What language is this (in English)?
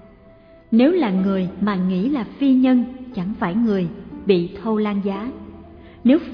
Vietnamese